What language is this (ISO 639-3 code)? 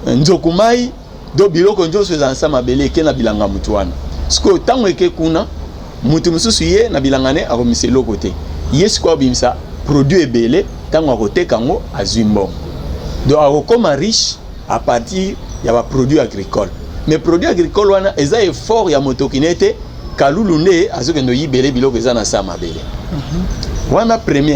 lin